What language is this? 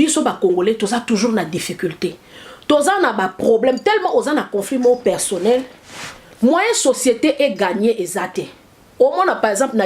Lingala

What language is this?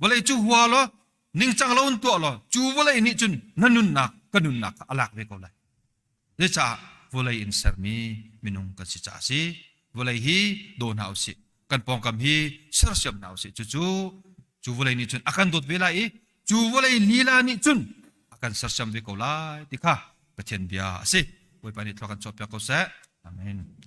Hakha Chin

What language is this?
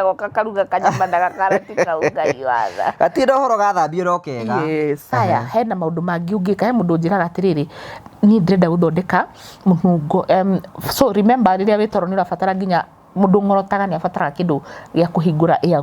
Kikuyu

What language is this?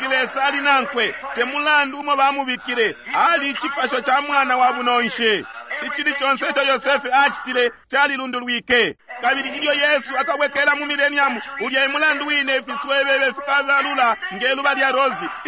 Bemba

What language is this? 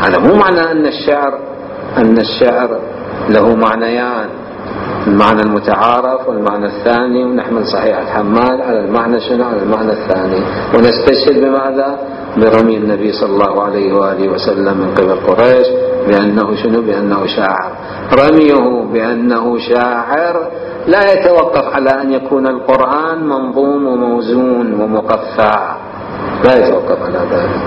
Mesopotamian Arabic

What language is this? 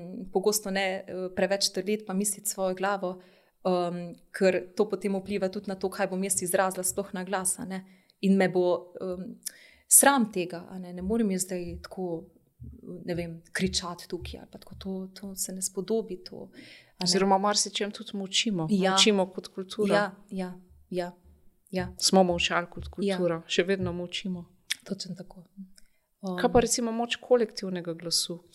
Slovenian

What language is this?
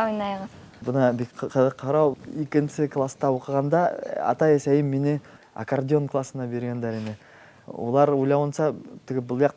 Bashkir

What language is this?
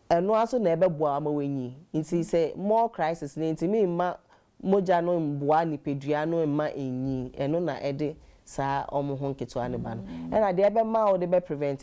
Akan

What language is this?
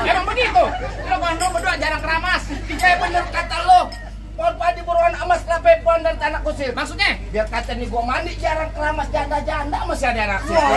Betawi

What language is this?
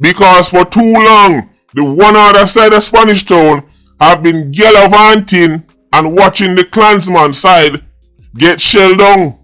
Jamaican Creole English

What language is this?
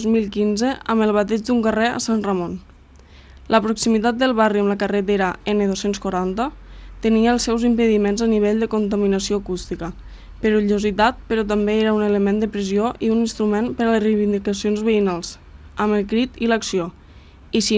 Catalan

